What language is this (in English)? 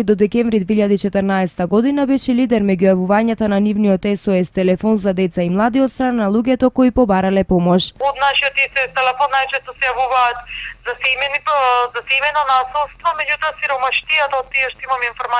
Macedonian